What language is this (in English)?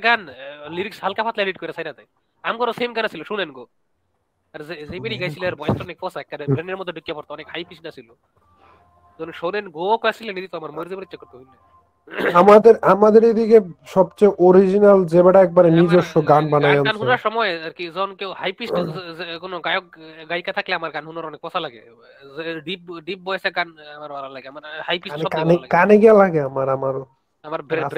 Bangla